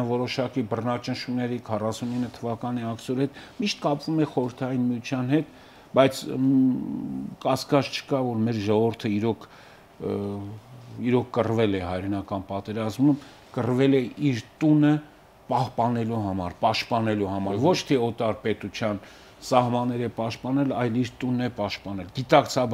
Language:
Armenian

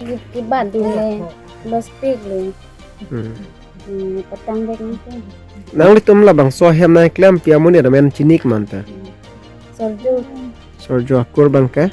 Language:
Karbi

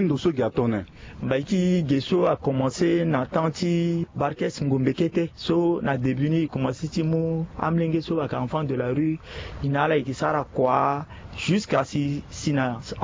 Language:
Sango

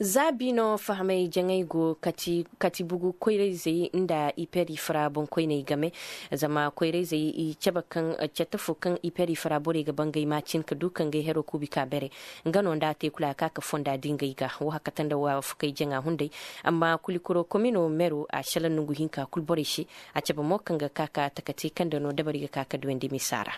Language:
Koyraboro Senni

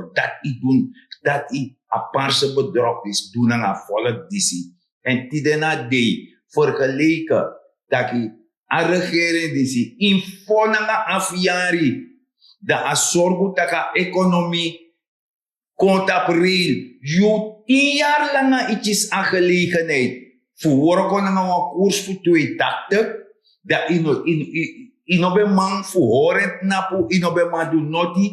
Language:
Sranan Tongo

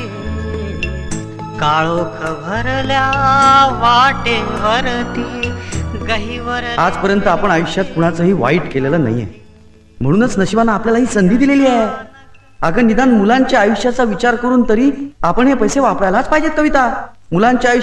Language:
Marathi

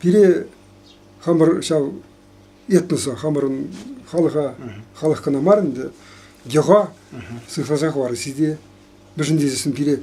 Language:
Chuvash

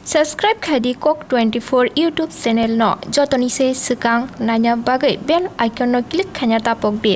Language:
Kok Borok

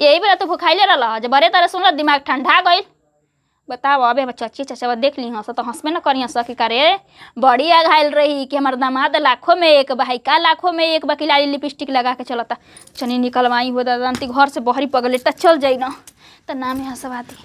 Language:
Bhojpuri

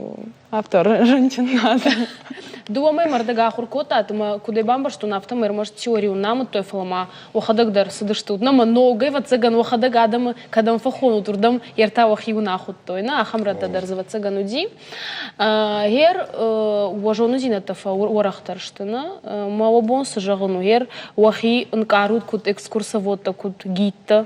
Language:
Ossetic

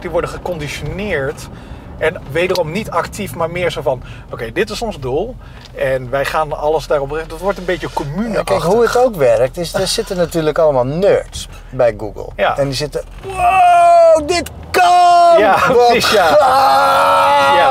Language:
Dutch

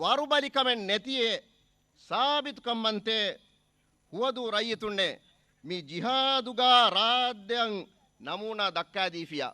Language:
Divehi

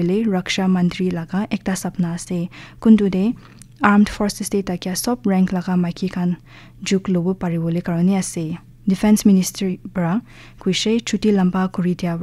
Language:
Naga Pidgin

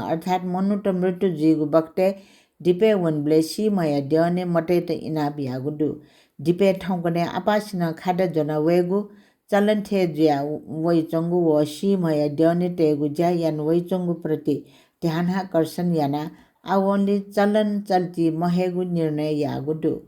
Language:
Newari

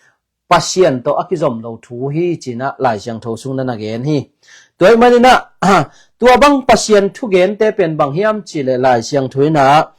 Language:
Tedim Chin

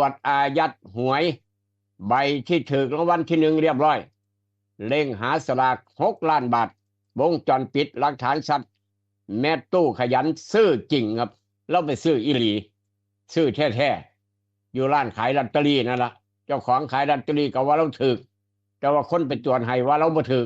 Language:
Northeastern Thai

